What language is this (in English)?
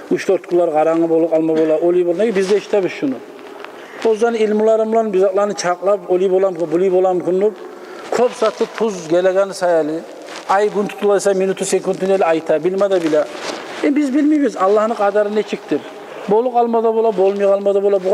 Kumyk